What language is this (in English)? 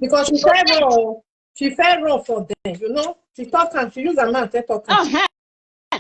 Nigerian Pidgin